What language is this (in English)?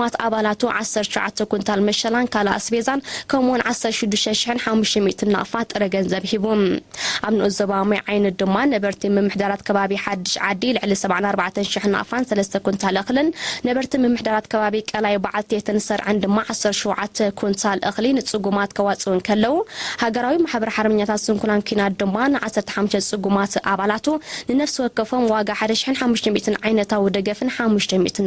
Tigrinya